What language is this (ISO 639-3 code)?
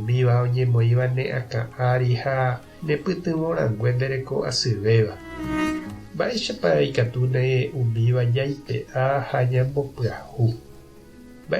grn